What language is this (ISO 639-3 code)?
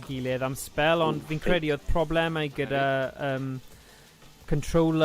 cym